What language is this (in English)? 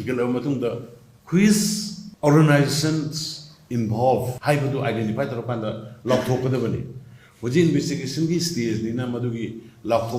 Manipuri